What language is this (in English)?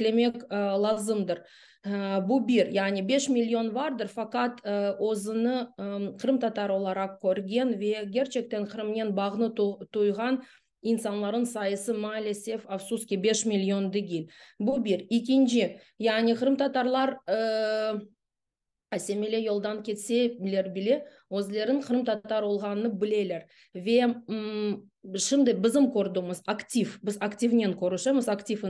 Crimean Tatar